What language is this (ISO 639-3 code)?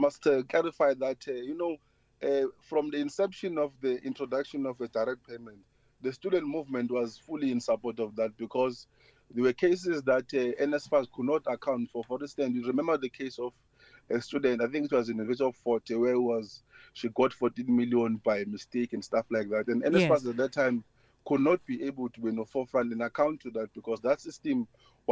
eng